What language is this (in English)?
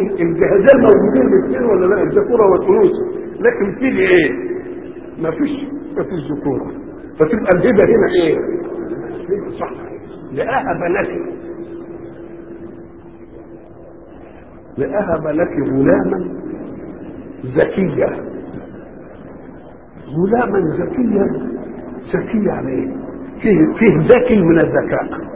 Egyptian Arabic